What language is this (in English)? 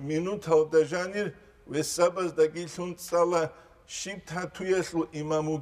Avaric